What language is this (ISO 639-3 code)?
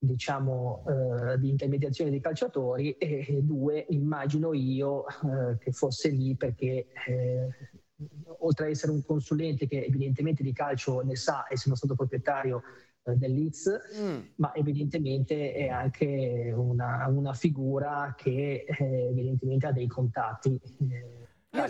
ita